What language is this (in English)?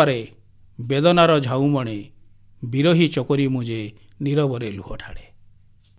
Odia